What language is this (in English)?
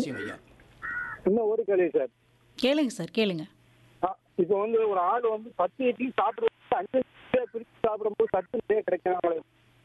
Tamil